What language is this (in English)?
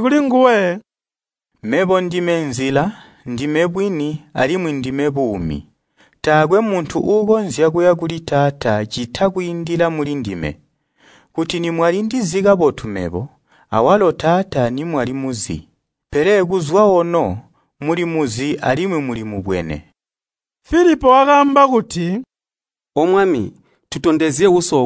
Tonga (Zambia)